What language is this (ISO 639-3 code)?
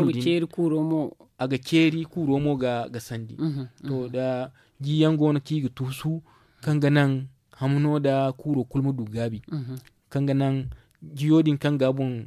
dje